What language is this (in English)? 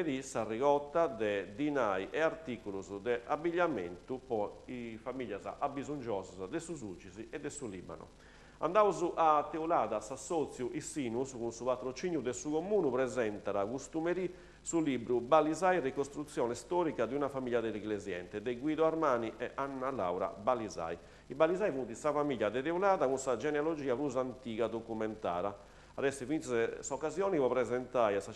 Sardinian